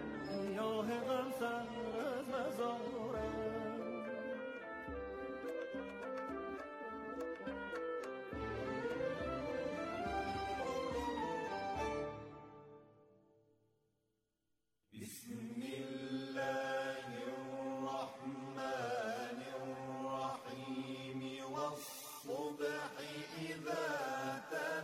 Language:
Persian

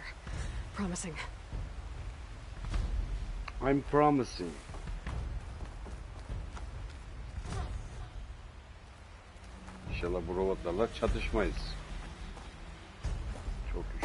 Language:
Turkish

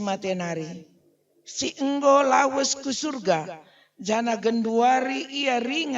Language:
Batak Karo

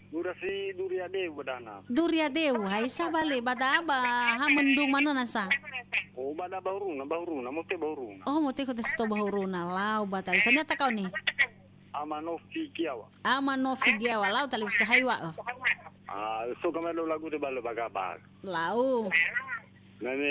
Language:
Nias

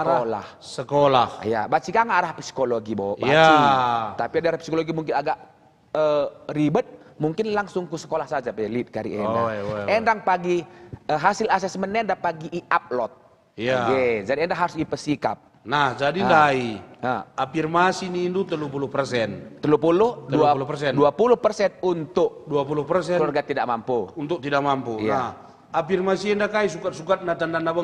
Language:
Batak Karo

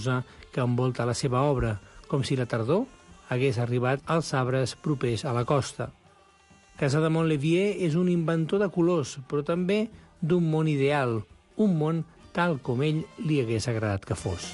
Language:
Catalan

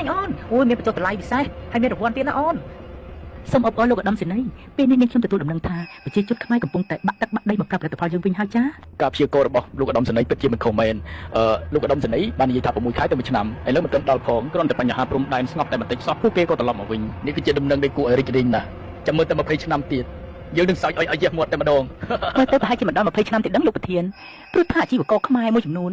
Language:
Khmer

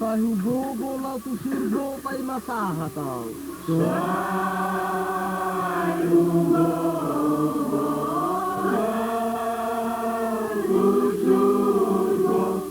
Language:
Batak Toba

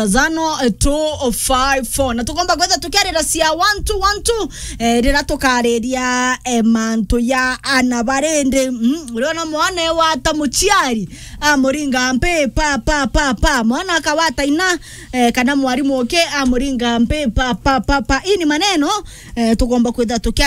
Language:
Meru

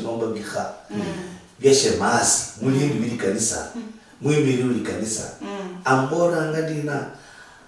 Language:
Luyia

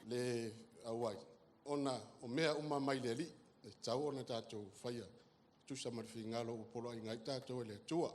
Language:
Samoan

